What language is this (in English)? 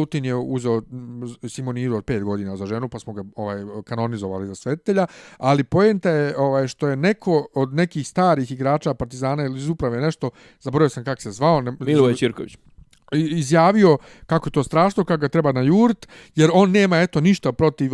Bosnian